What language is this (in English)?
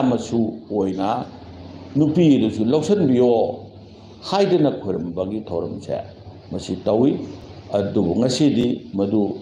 Manipuri